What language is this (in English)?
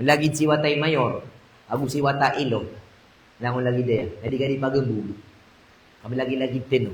Maranao